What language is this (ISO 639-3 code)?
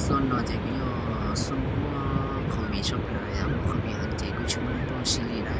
hmn